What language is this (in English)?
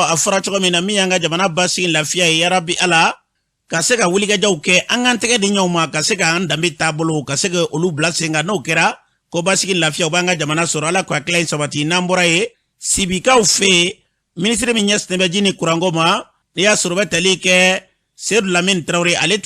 Bambara